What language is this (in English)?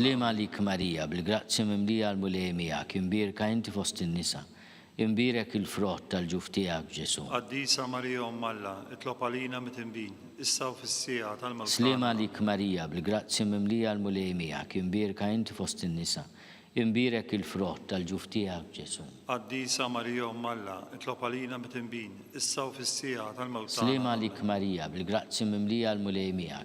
Maltese